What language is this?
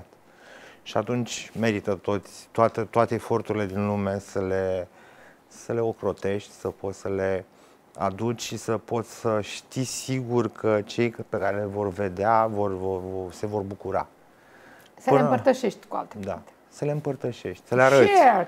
Romanian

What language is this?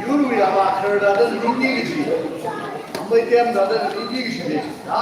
Tangkhul Naga (India)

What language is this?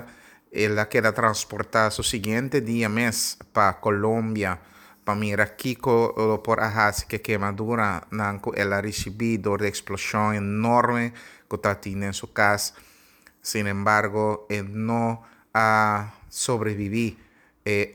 Papiamento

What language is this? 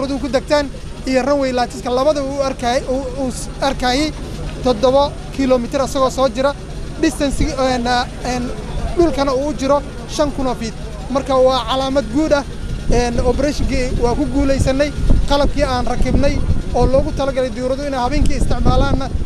Somali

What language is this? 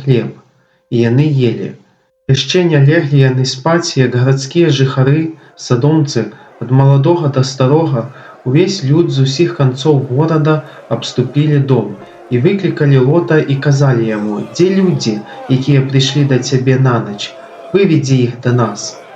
Belarusian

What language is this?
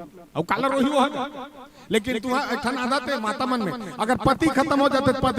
Chhattisgarhi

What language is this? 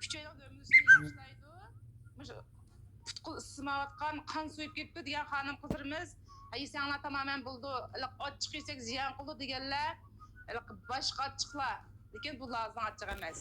Uyghur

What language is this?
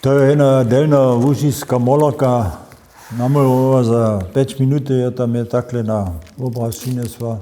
Upper Sorbian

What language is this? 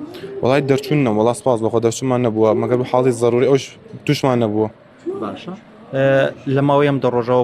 Central Kurdish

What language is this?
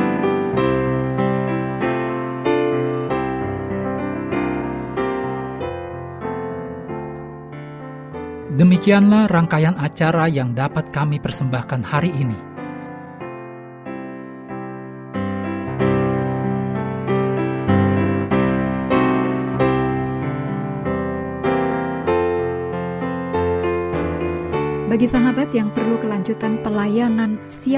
Indonesian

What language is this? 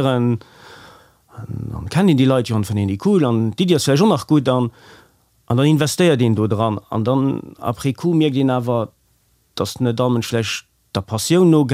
Luxembourgish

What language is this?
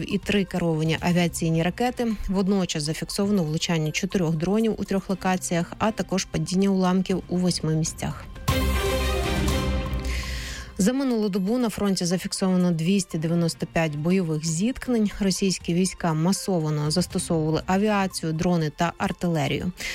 Ukrainian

